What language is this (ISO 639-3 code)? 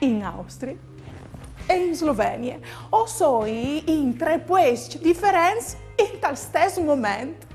fur